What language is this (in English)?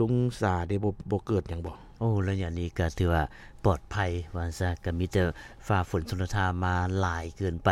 Lao